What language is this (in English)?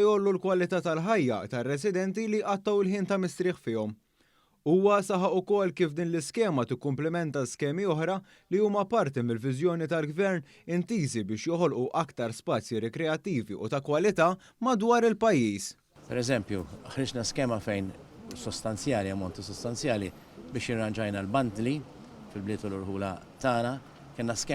Maltese